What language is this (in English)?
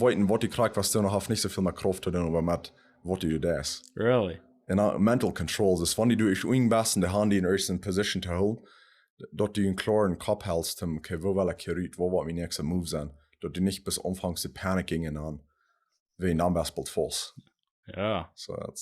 Plautdietsch